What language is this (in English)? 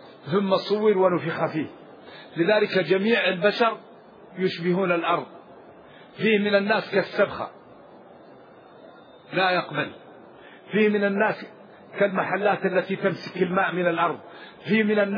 Arabic